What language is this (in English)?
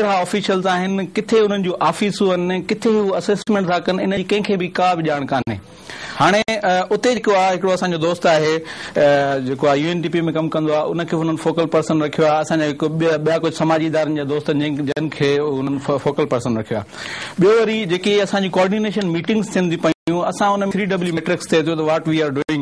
Sindhi